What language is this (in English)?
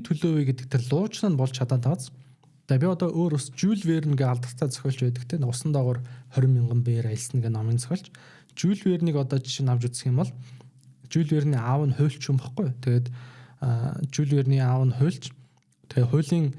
Mongolian